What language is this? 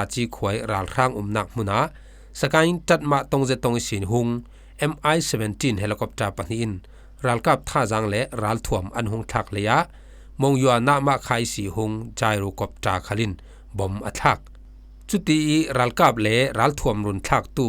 Falam Chin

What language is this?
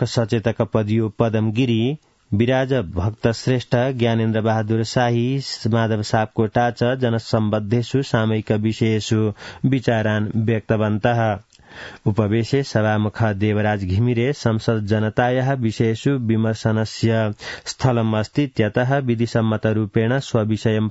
Sanskrit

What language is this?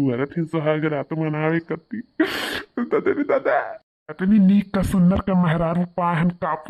Awadhi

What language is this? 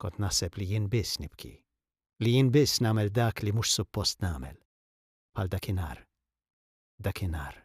Maltese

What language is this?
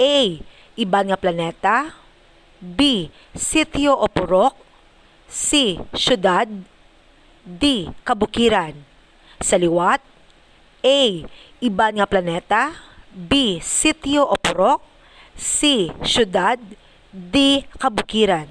Hiligaynon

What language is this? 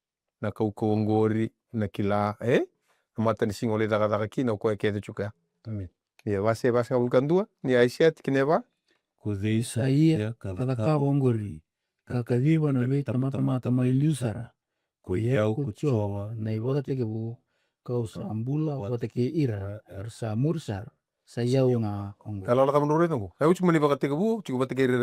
Fijian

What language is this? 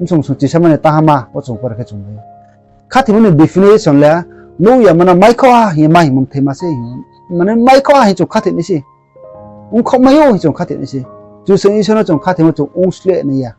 Riang (India)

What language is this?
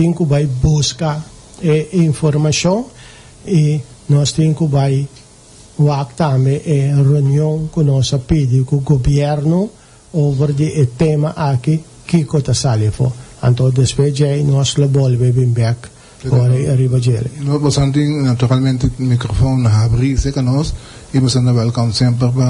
Papiamento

